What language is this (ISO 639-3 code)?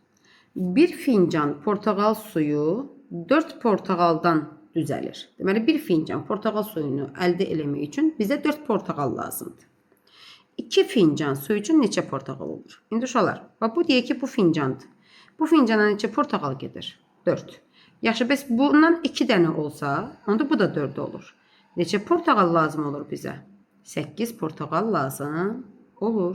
aze